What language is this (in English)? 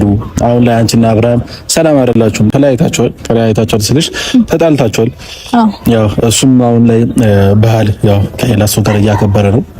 Amharic